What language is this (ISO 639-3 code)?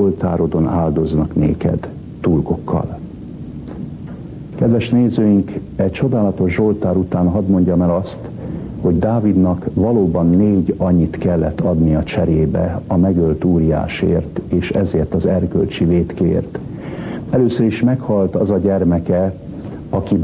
hun